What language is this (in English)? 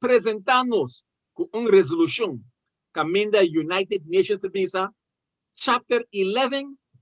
Papiamento